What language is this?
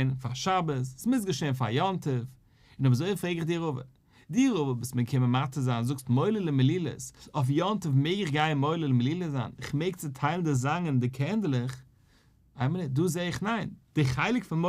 Yiddish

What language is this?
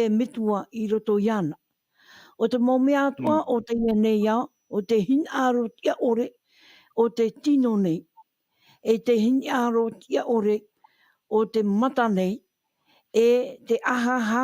Tahitian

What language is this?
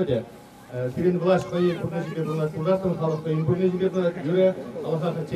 Chuvash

